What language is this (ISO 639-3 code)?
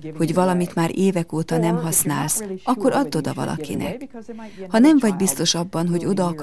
hun